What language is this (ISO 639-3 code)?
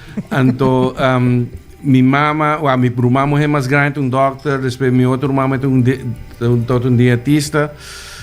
pap